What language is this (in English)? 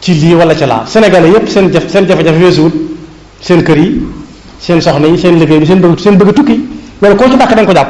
Wolof